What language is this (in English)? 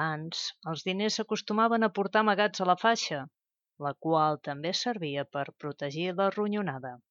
Catalan